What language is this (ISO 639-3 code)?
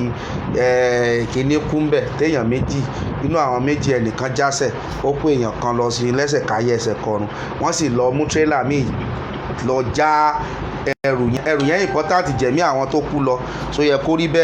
yor